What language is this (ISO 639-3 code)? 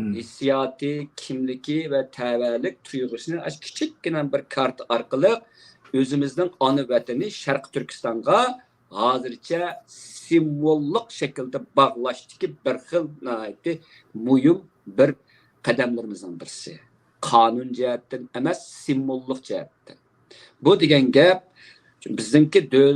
uig